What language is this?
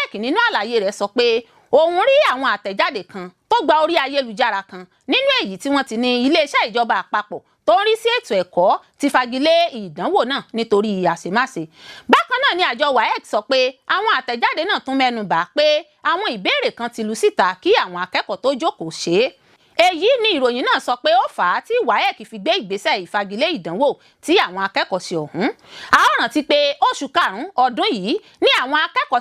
Yoruba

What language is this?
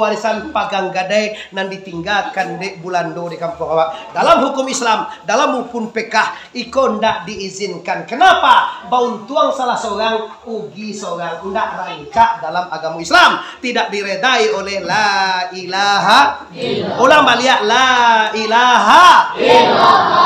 Minangkabau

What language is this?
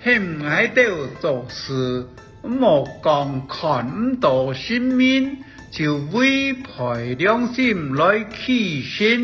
Hakka Chinese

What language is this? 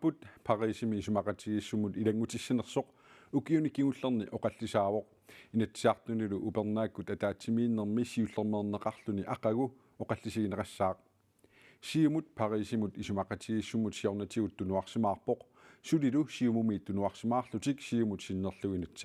Kalaallisut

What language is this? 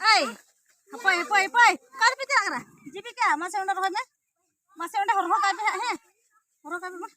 Santali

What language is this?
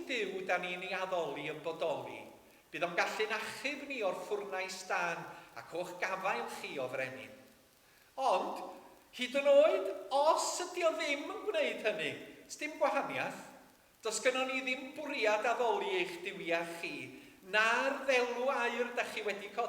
Welsh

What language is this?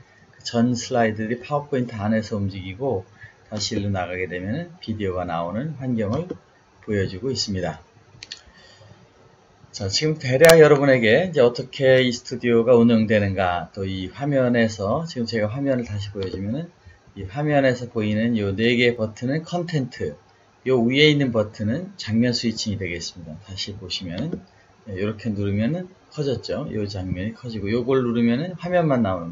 Korean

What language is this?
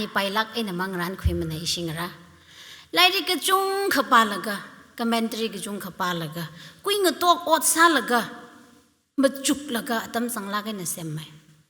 Tangkhul Naga (India)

